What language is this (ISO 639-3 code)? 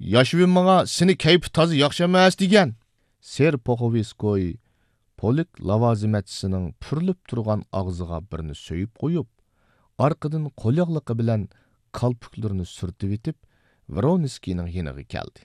uig